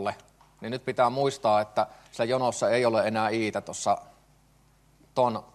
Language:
Finnish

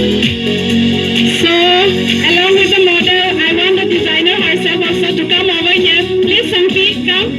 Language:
Karbi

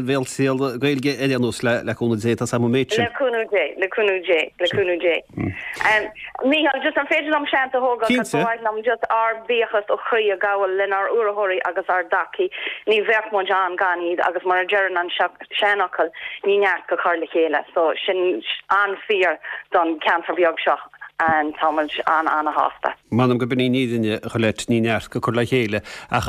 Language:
Irish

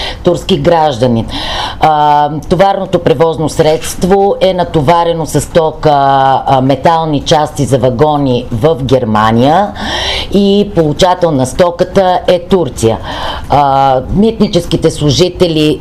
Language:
Bulgarian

